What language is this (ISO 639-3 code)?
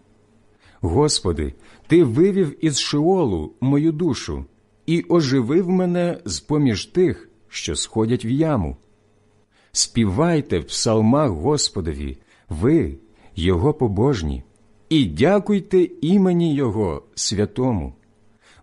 ukr